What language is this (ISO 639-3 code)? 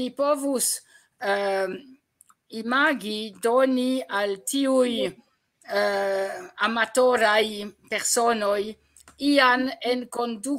epo